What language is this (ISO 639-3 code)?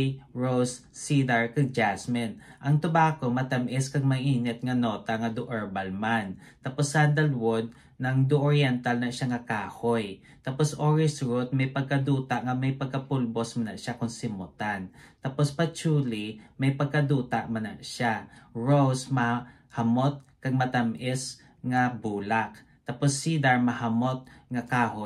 hil